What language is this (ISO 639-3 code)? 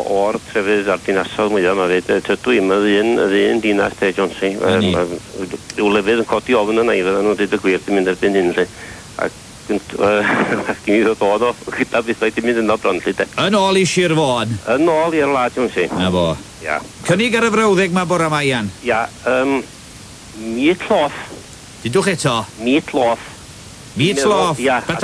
cym